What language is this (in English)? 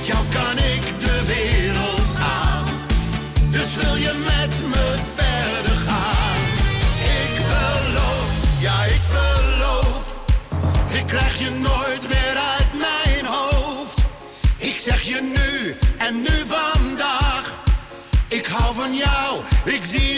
Dutch